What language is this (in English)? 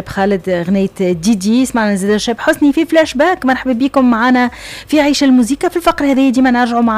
Tunisian Arabic